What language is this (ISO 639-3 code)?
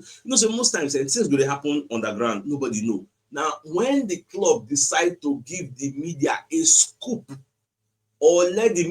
pcm